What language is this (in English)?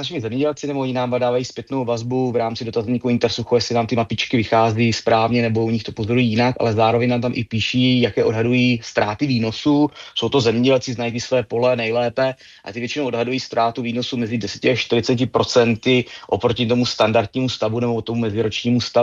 Czech